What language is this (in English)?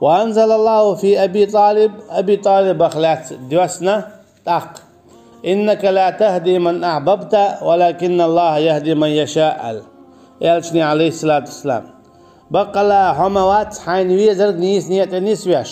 Chechen